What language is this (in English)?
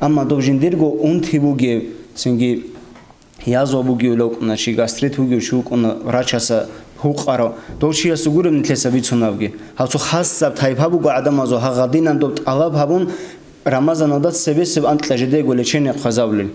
Avaric